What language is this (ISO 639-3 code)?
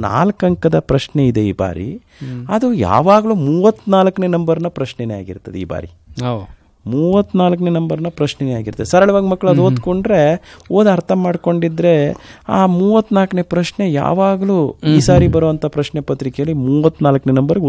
kan